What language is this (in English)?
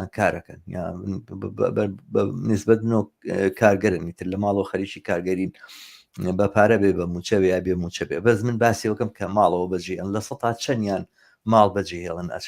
Central Kurdish